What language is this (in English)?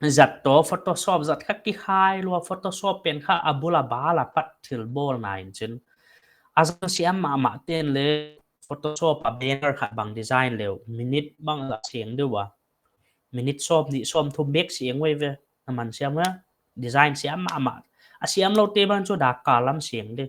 Paite Chin